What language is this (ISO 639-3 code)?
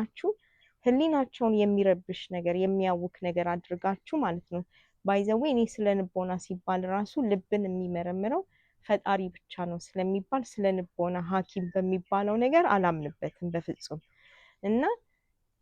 amh